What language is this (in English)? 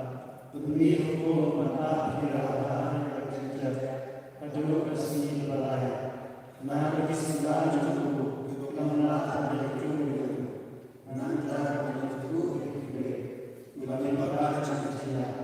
Khasi